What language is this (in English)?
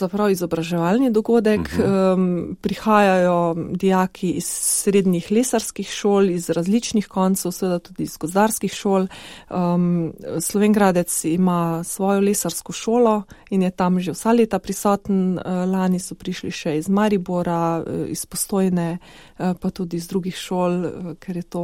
Slovenian